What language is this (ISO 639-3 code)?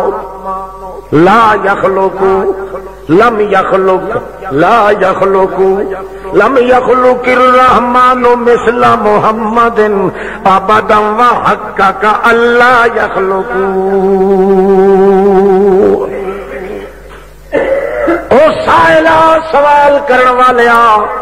urd